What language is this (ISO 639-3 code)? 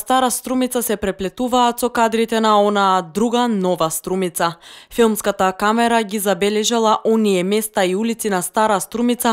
mkd